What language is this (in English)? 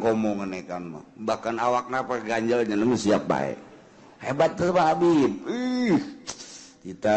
Sundanese